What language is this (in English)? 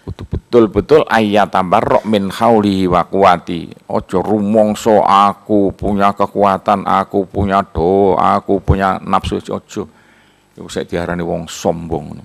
Javanese